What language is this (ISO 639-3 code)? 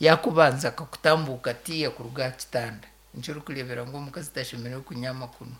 nyn